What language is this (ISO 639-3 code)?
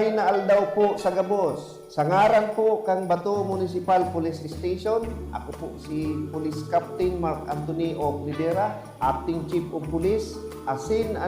bik